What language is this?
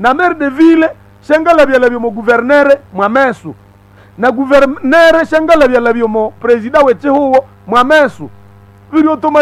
Nande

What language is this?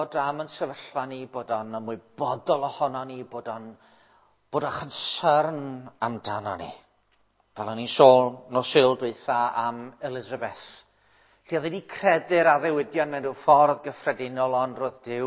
Welsh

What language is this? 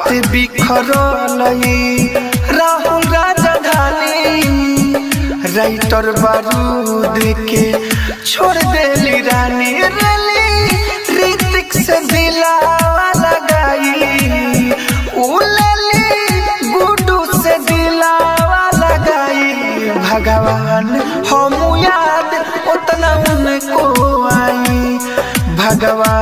Bhojpuri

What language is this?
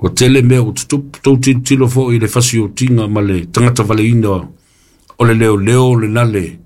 Samoan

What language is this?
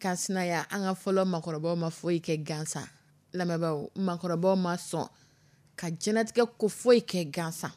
Dyula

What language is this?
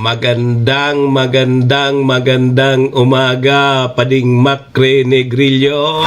Bikol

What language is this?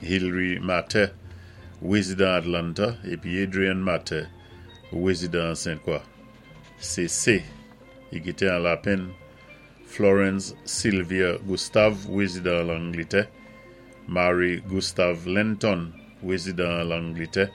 Saint Lucian Creole French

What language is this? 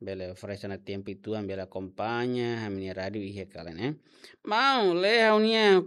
Tetum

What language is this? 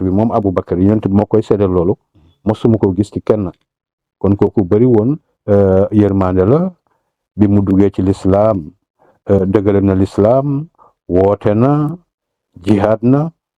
Wolof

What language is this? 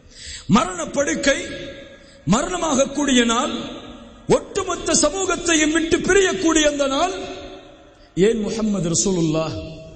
Tamil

